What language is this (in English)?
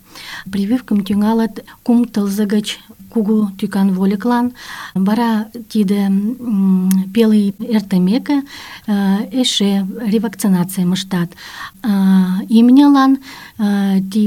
Mari